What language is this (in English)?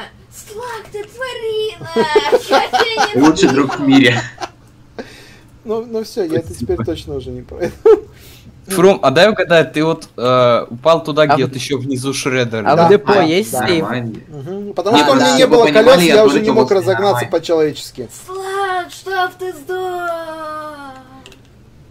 Russian